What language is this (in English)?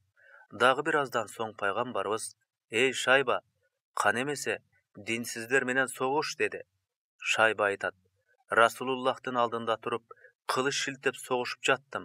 Kyrgyz